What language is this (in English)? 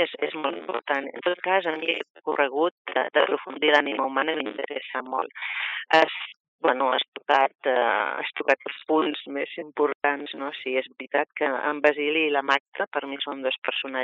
Catalan